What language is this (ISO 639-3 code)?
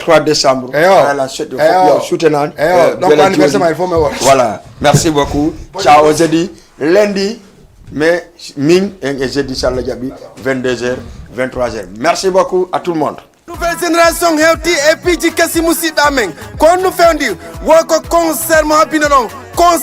ful